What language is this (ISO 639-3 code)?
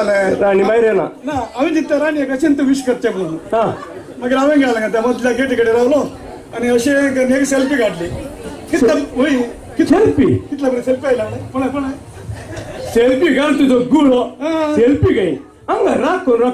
kok